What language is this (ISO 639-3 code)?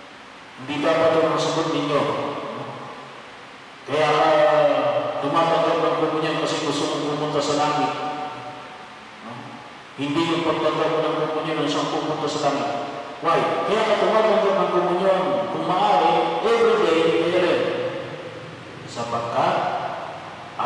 fil